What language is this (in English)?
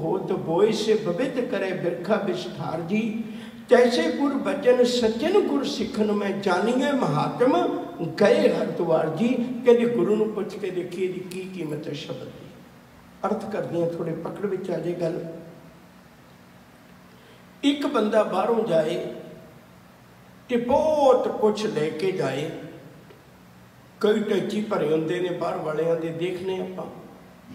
Punjabi